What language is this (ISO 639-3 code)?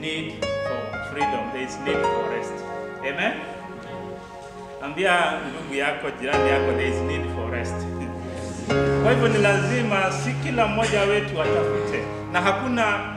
swa